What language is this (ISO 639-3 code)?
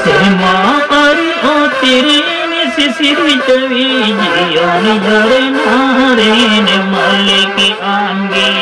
sat